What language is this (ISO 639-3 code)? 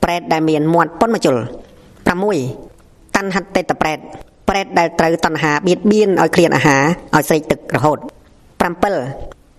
khm